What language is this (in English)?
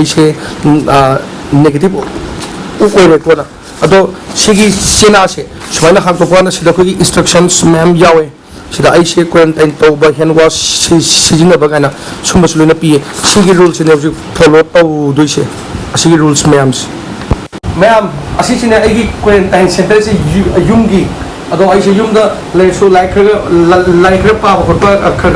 Manipuri